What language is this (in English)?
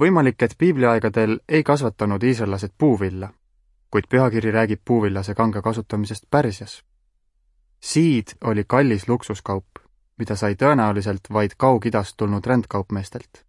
Estonian